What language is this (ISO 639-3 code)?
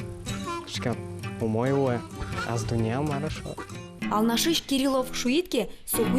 udm